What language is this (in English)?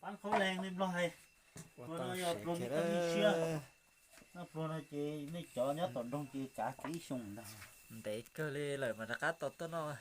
Hmong